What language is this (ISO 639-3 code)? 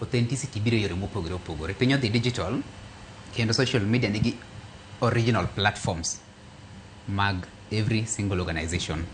luo